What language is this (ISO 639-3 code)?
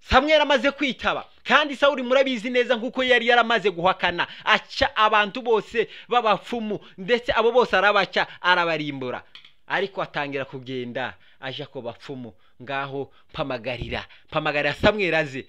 kin